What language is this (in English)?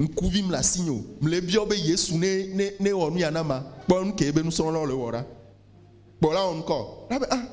Ewe